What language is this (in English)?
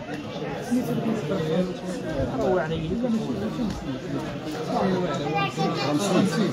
Moroccan Arabic